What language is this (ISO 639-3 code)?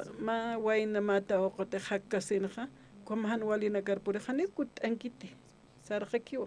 aym